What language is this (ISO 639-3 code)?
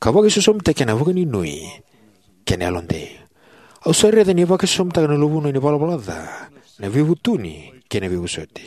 fij